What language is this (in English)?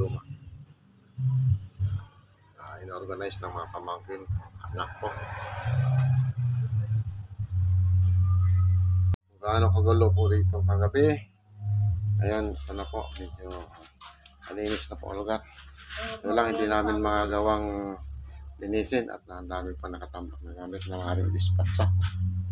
Filipino